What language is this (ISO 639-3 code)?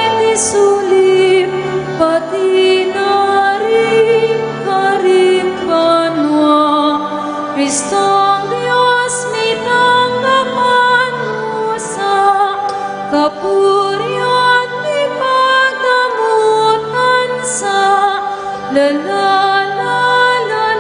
pam